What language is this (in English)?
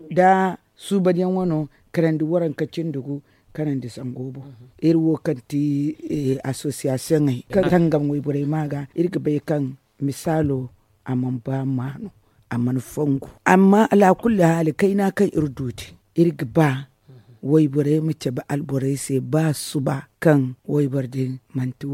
Zarma